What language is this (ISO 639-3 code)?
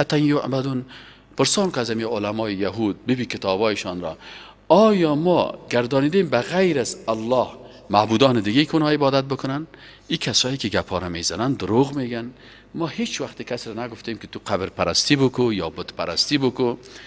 fas